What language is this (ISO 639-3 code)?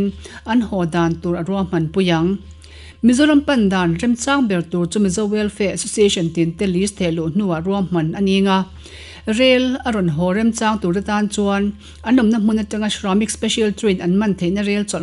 lus